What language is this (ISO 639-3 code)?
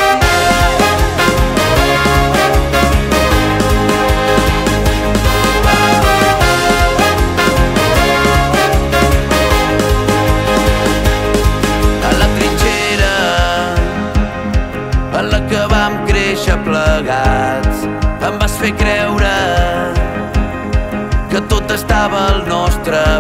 cat